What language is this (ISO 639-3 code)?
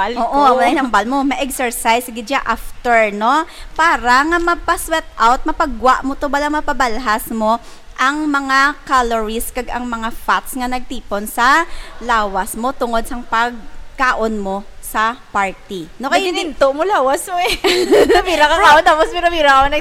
hil